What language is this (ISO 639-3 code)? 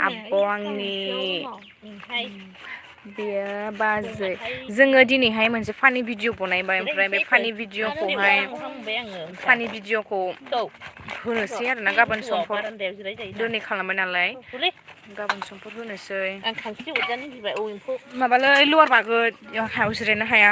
brx